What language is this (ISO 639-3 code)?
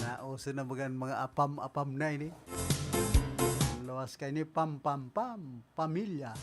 bik